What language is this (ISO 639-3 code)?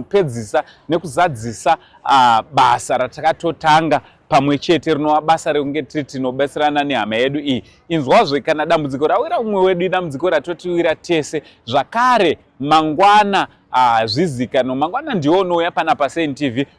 sna